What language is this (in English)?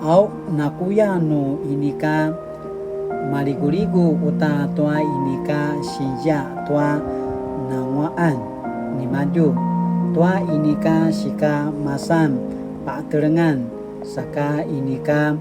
Paiwan